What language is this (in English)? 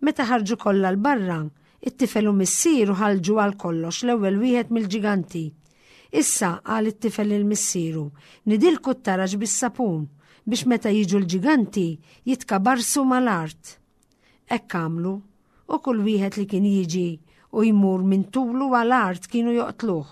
Maltese